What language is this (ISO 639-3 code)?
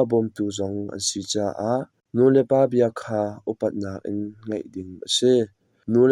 cnh